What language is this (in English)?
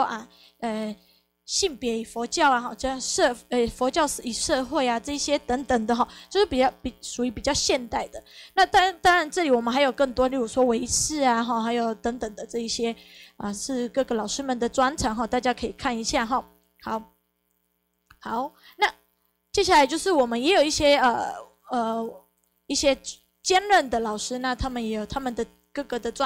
Chinese